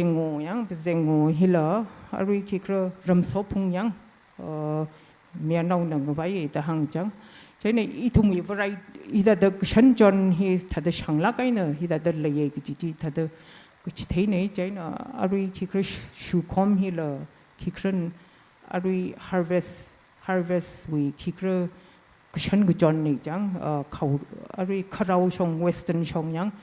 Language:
Tangkhul Naga (India)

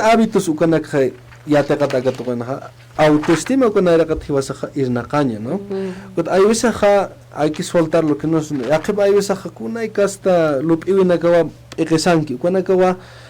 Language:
Aymara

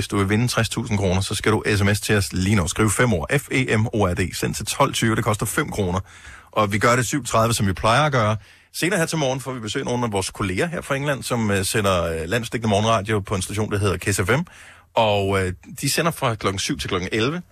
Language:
Danish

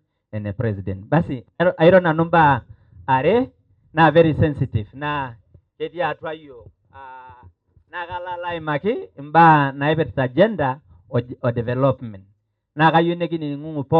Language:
Masai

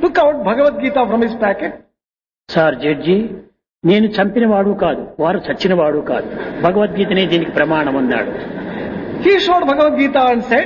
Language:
Telugu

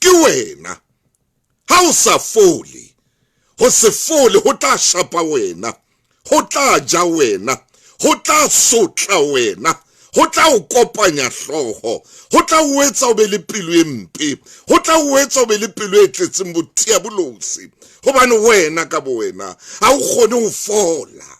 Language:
Southern Sotho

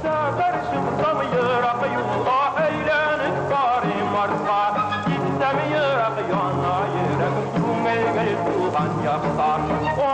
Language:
Tatar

